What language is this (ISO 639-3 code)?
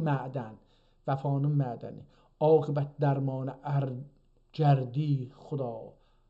azb